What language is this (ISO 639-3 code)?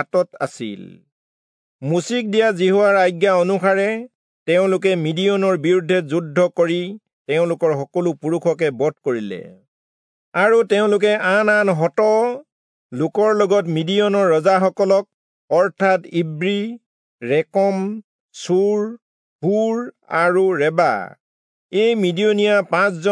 asm